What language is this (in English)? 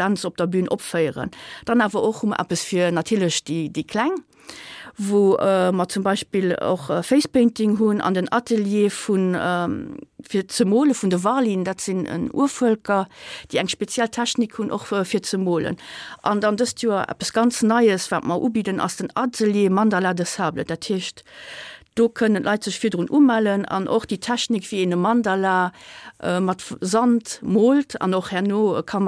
Luxembourgish